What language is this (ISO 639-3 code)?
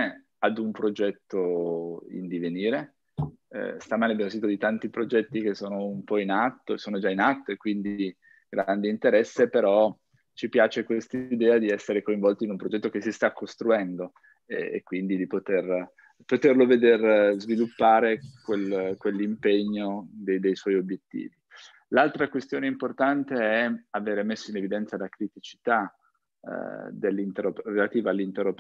ita